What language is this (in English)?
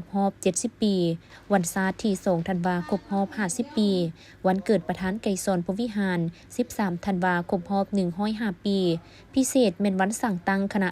Lao